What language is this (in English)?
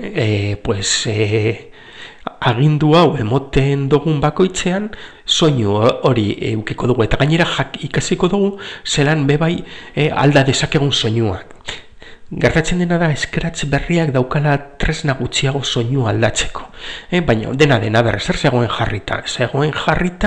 Basque